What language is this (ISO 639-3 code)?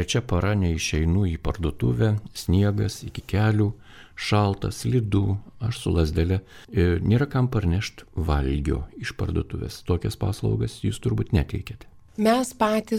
lit